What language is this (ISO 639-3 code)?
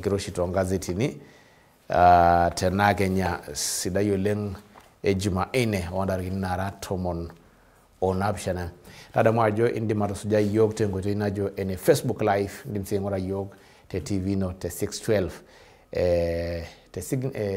mas